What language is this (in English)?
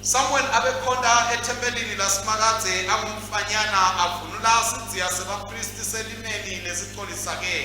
Swati